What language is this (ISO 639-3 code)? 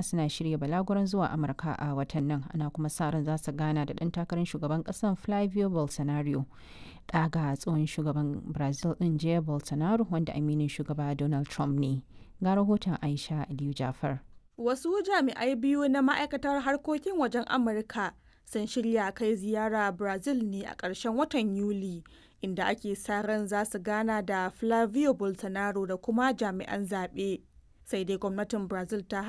hau